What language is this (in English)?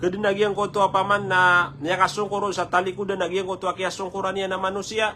Maranao